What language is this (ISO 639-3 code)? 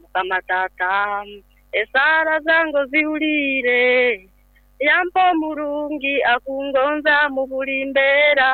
nyn